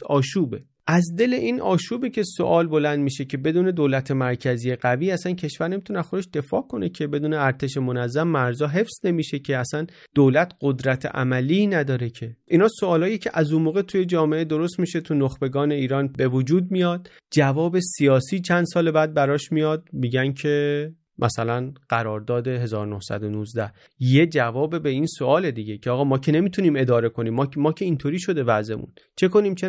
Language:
Persian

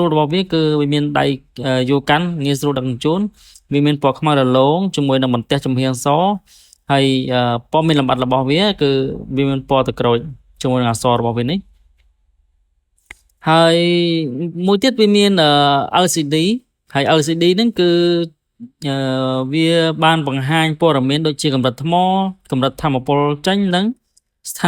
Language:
Khmer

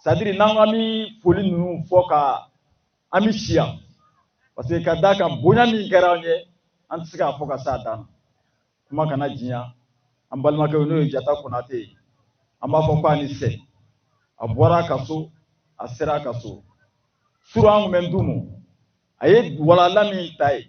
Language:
Bambara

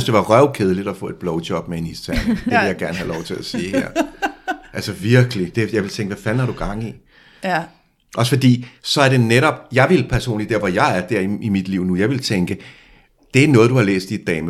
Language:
Danish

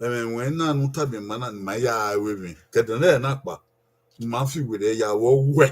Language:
Bini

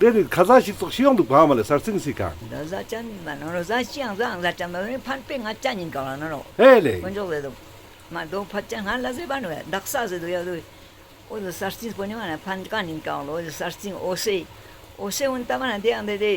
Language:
Ladakhi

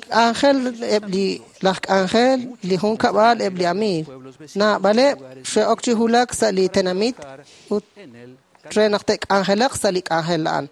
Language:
Kekchí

